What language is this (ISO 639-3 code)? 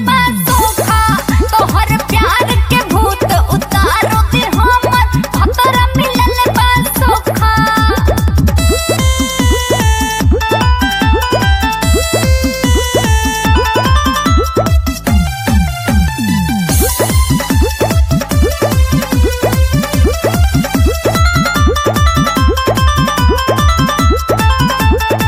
bho